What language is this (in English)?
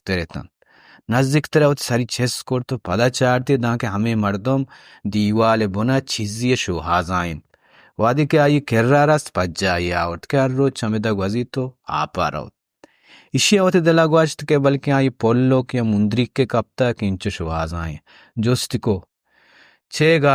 Baluchi